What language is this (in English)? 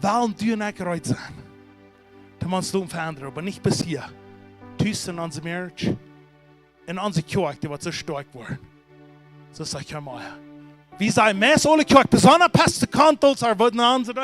Plautdietsch